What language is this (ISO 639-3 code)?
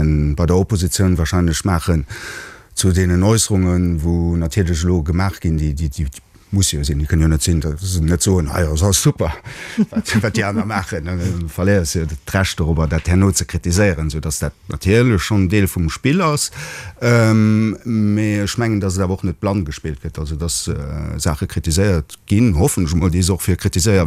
ltz